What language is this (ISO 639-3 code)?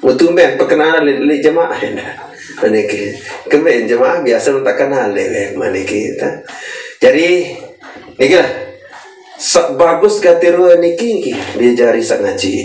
sas